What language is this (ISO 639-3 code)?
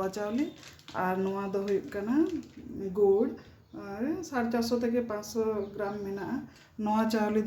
sat